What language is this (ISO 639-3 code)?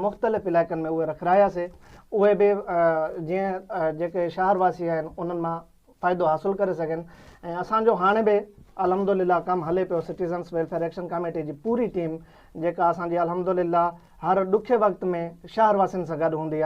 snd